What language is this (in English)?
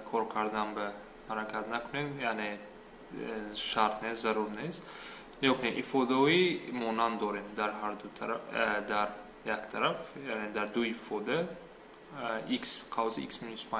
Tajik